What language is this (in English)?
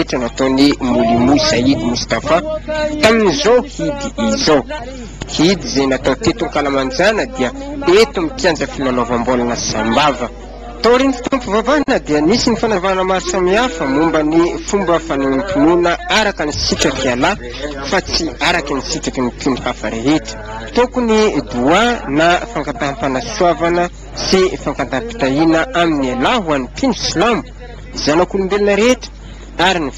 Malagasy